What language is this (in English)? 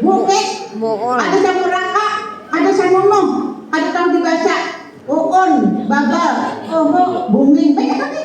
Banjar